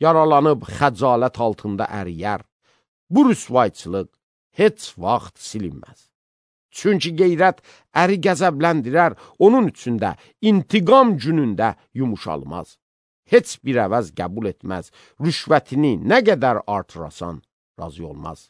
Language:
Azerbaijani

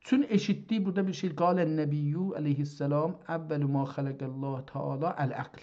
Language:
South Azerbaijani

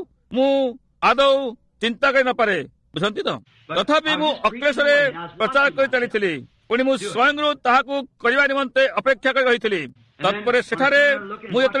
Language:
Odia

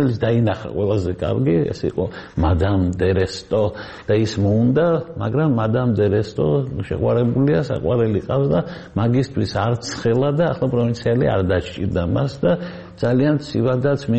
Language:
Georgian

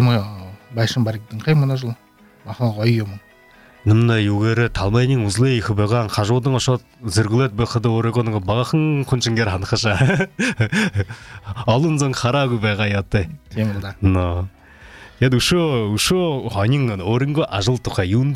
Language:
Buriat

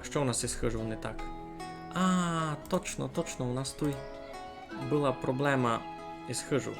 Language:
Rusyn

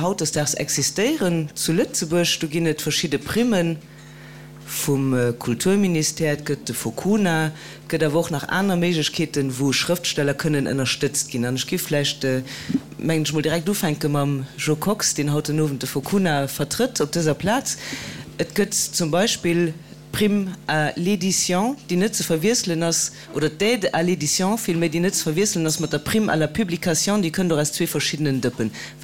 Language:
Luxembourgish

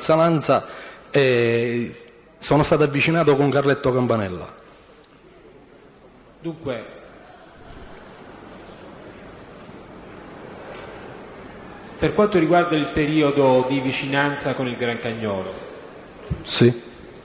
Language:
Italian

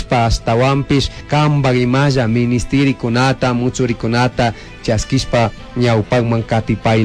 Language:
Chimborazo Highland Quichua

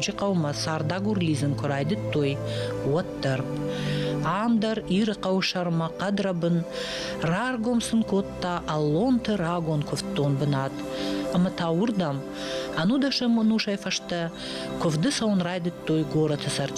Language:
Ossetic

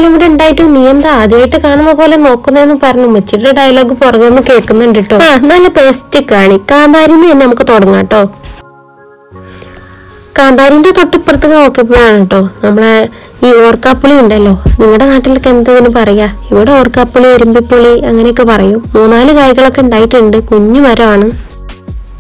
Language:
Malayalam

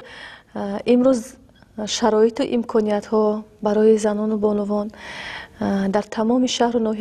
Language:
Tajik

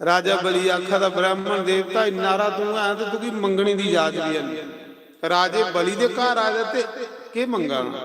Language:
Dogri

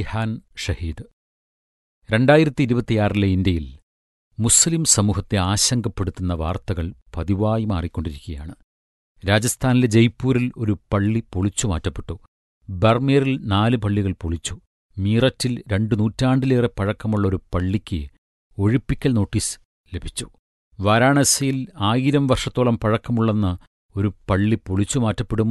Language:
Malayalam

